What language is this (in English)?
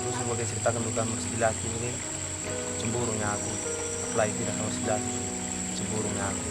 Batak Karo